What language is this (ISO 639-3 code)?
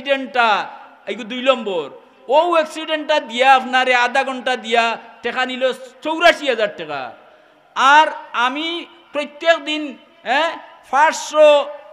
syl